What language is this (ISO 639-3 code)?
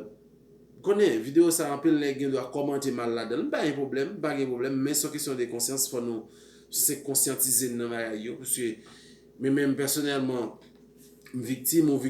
hat